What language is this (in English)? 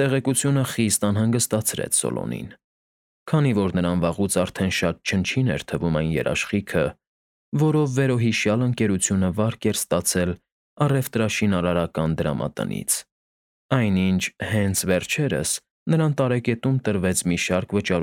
Armenian